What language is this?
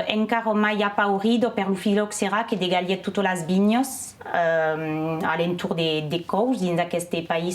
Occitan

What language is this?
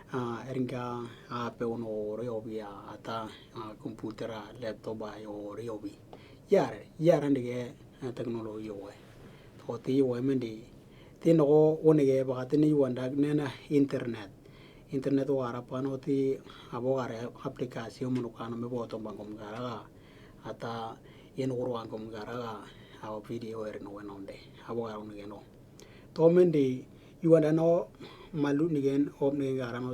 Western Dani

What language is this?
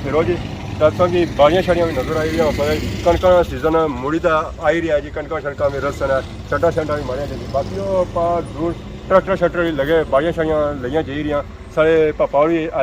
Pahari-Potwari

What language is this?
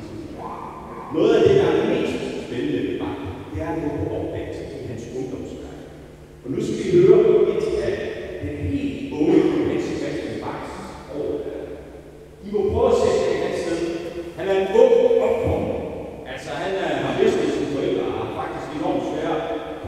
Danish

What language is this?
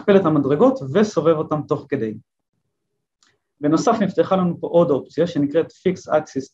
Hebrew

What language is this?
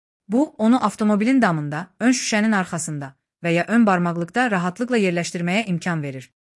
Azerbaijani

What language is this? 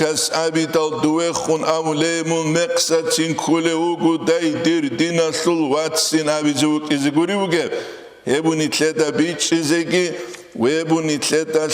Avaric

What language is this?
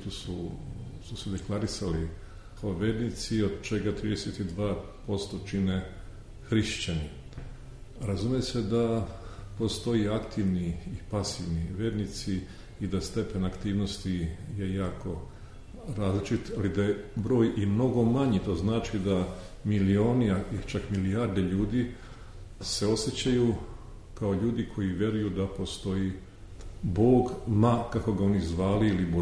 Serbian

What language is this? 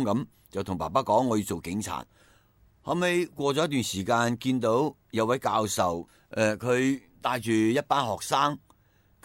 Cantonese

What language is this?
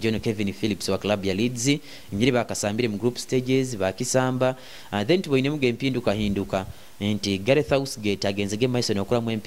Nyoro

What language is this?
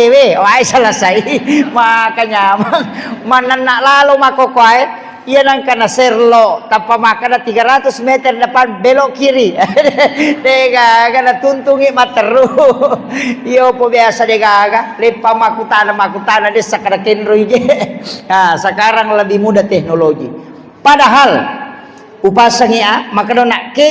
Buginese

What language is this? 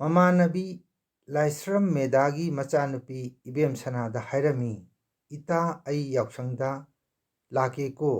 Manipuri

